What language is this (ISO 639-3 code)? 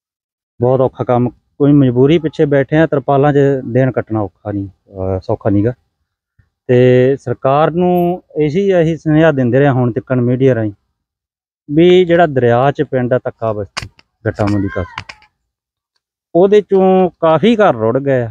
pan